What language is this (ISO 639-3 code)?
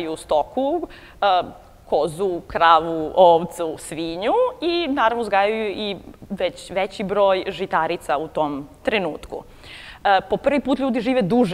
srp